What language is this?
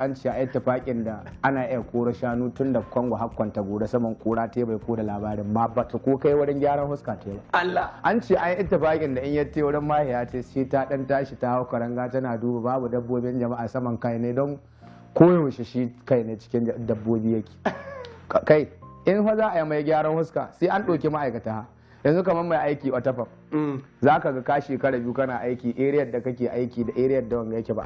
Hausa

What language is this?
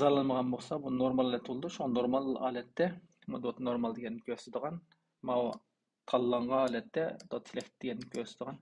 Uyghur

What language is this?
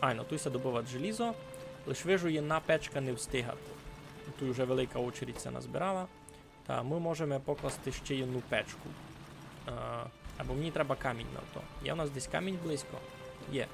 Rusyn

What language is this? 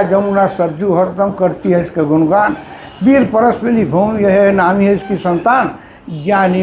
Sadri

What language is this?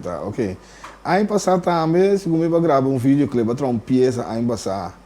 Papiamento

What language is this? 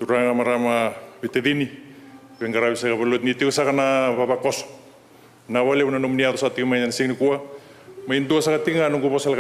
Fijian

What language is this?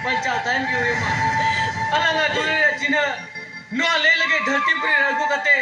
Santali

